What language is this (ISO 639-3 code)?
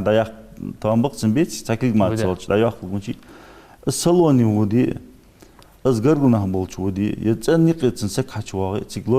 inh